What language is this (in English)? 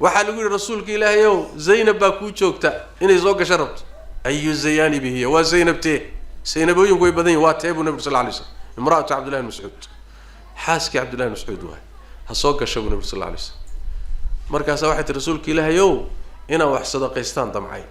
Somali